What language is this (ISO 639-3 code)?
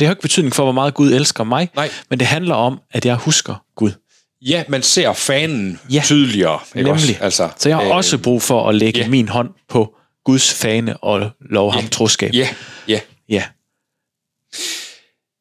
dan